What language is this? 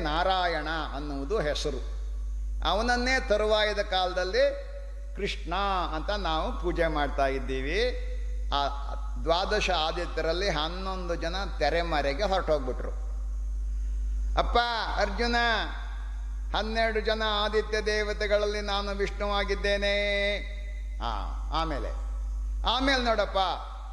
Kannada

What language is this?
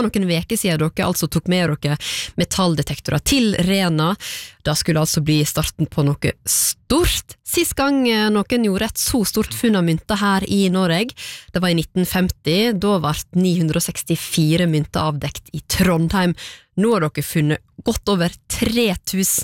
Norwegian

